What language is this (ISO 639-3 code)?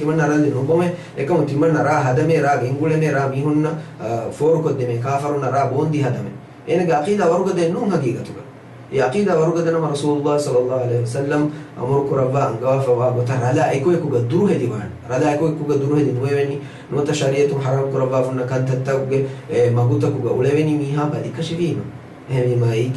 div